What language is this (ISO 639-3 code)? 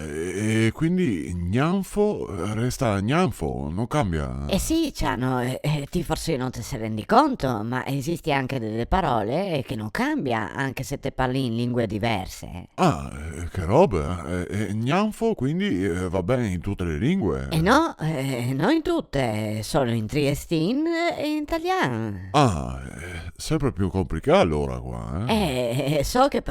vec